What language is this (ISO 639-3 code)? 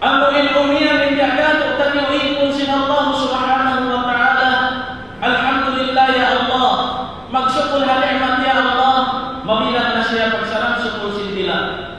tsg